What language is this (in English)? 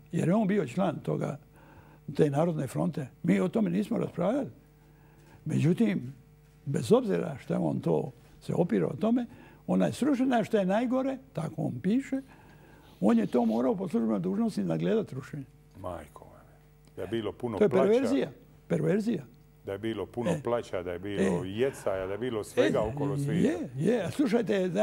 Croatian